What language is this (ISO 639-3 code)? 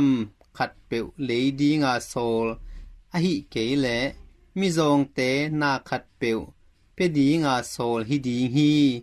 ctd